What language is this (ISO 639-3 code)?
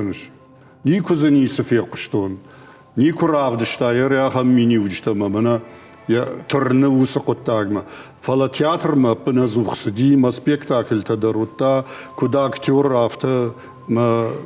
oss